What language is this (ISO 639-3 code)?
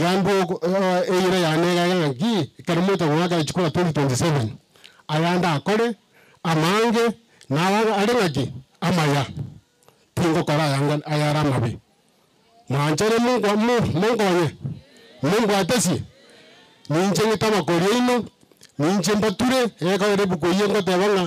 guz